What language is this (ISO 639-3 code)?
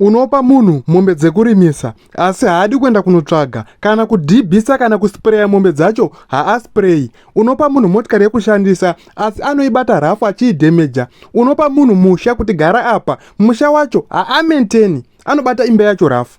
sna